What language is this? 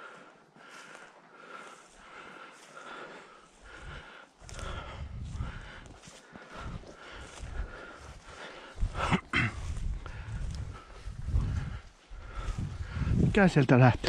Finnish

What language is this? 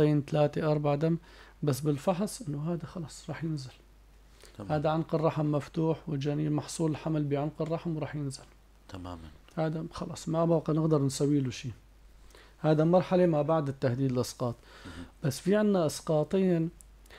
North Levantine Arabic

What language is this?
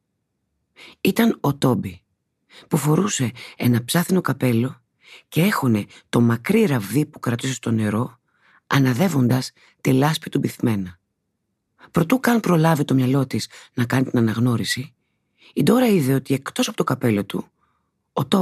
Greek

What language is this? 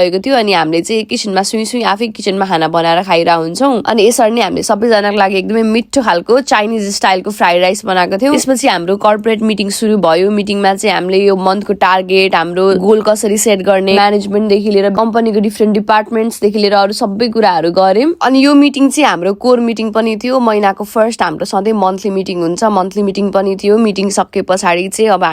Nepali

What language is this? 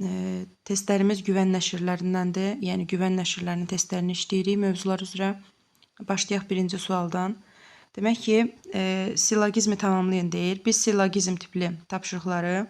Azerbaijani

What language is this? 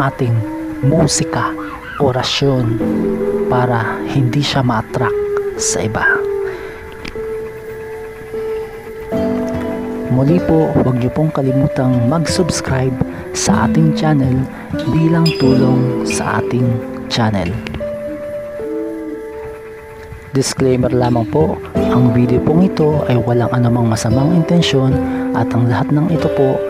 Filipino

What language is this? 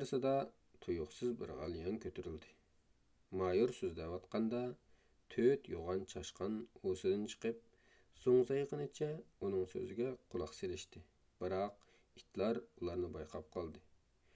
Uyghur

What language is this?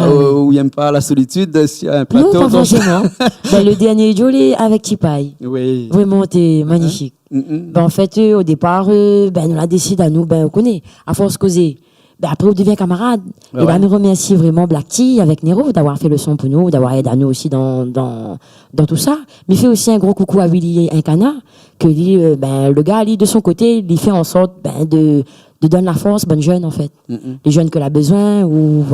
Réunion Creole French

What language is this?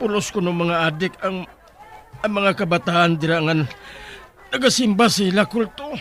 Hiligaynon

